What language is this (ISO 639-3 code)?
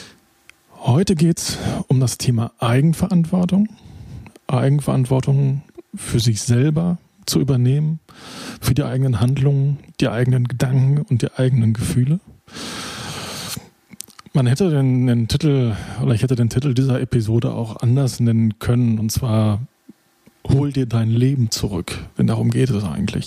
deu